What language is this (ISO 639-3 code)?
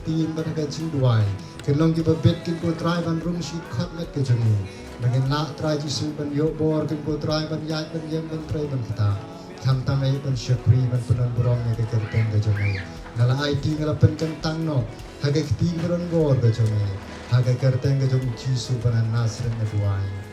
kha